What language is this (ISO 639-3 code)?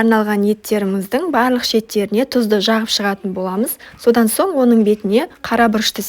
kaz